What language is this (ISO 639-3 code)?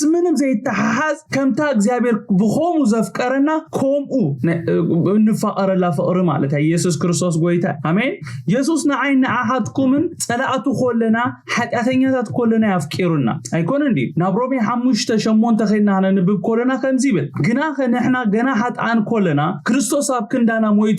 tir